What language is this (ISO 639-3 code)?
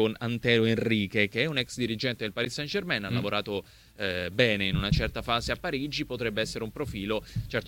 ita